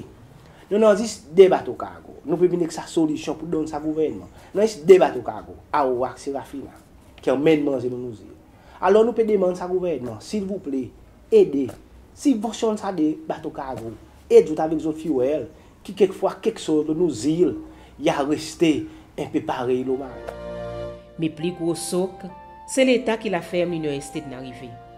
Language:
Seselwa Creole French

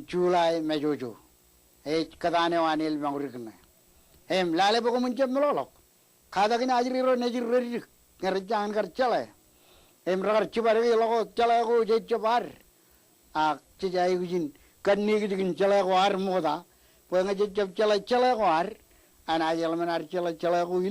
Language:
Marshallese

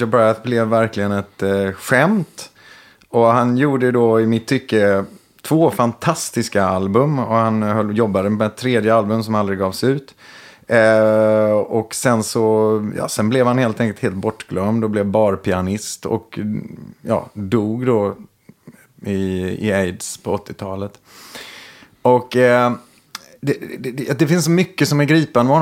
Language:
Swedish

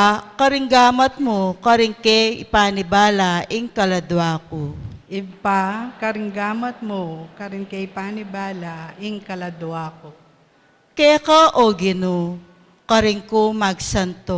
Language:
Pampanga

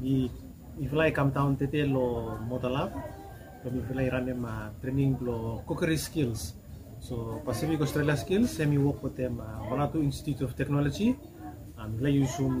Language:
Bislama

